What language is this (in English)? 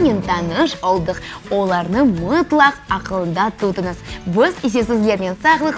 Crimean Tatar